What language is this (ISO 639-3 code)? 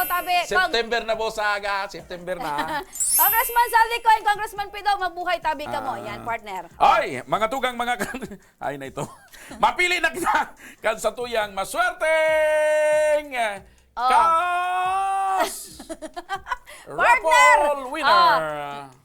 bik